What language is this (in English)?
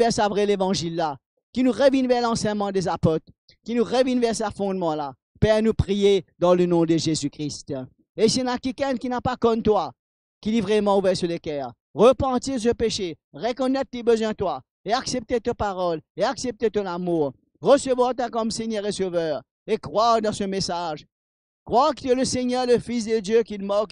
Morisyen